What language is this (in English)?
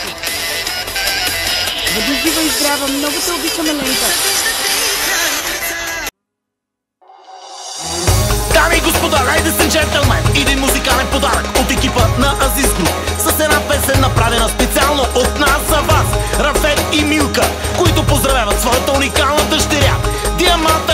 Bulgarian